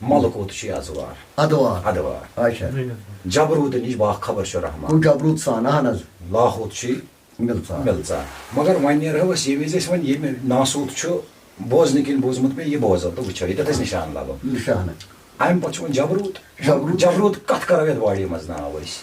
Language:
Kashmiri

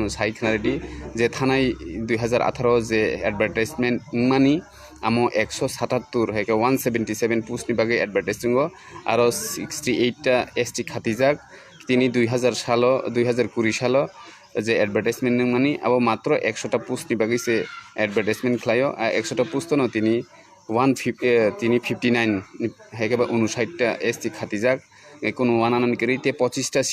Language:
Kok Borok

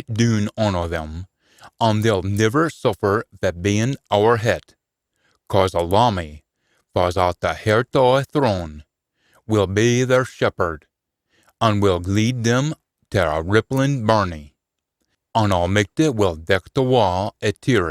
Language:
Scots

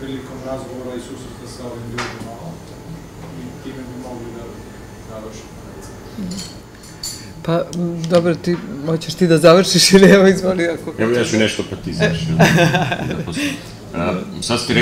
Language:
Serbian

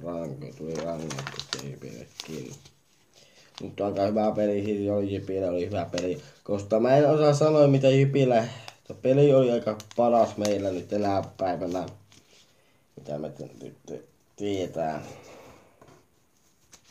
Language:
Finnish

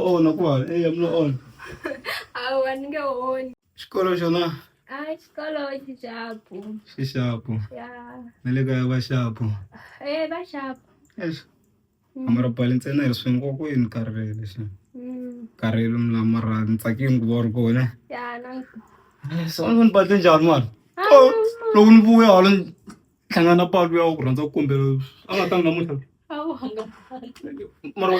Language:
Tsonga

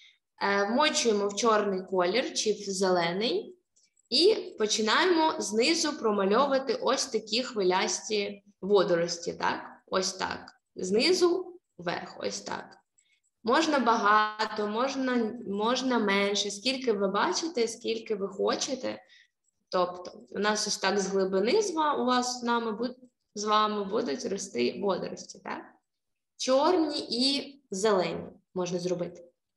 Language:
Ukrainian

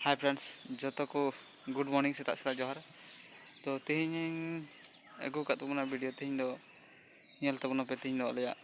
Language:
Santali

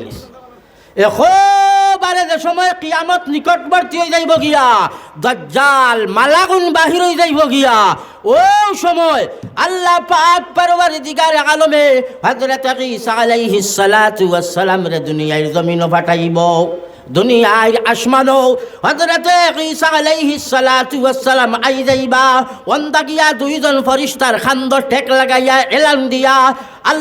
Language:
Sylheti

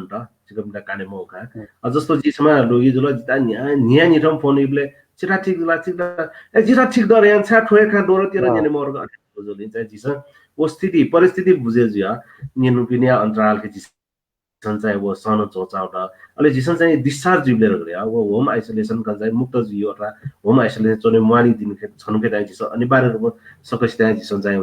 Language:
Newari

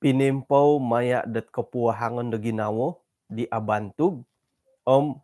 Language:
Central Dusun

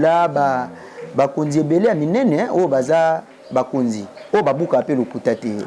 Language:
Lingala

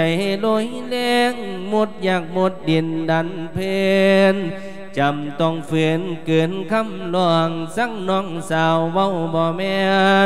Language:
Lao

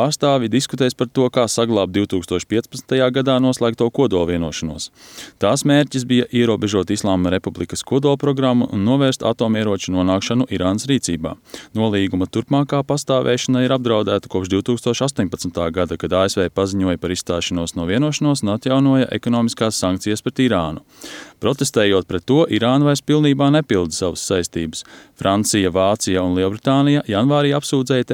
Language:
Latvian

